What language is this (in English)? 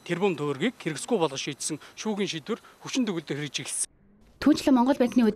Mongolian